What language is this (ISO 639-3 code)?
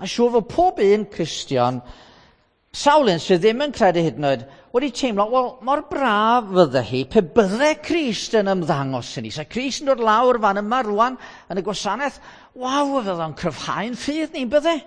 cym